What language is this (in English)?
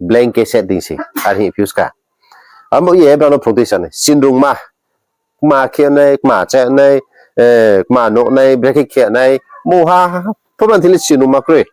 Riang (India)